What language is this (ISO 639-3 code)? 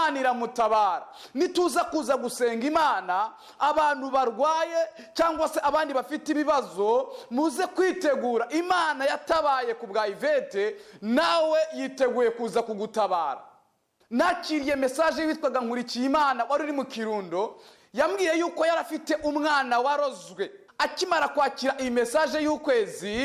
kin